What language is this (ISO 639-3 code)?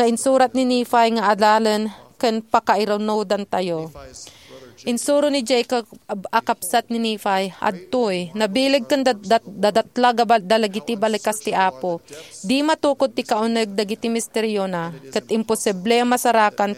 ilo